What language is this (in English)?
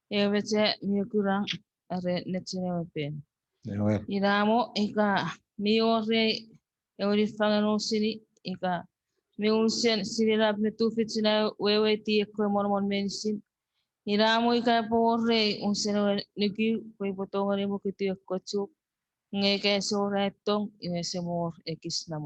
Chuukese